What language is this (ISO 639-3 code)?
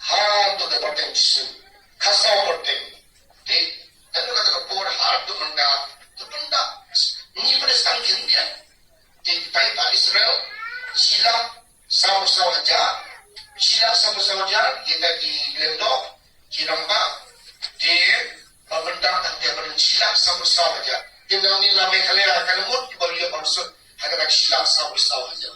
kha